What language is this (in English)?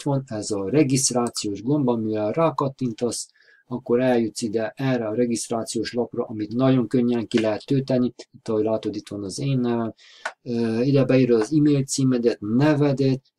Hungarian